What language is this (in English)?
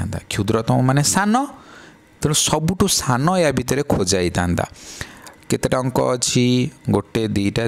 Odia